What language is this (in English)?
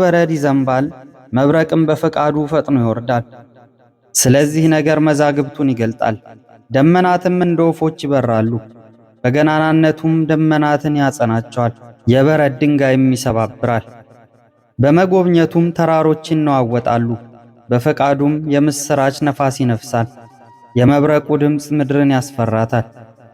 Amharic